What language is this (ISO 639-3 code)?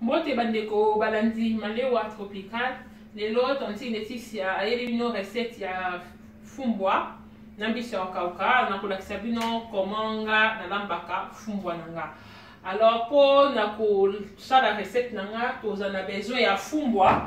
lin